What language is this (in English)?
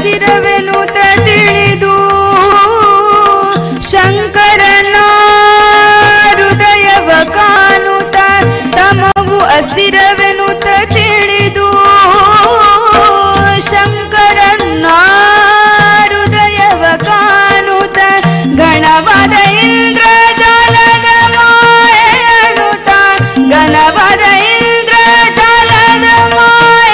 Kannada